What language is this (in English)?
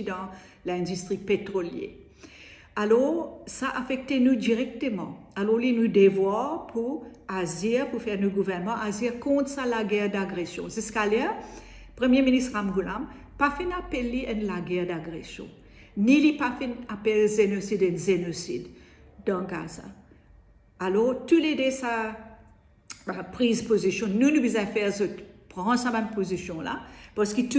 Morisyen